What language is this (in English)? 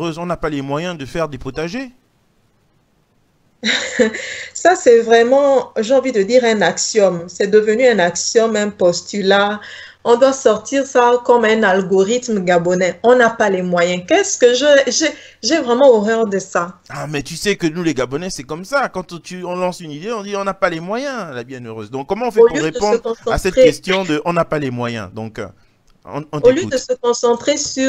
French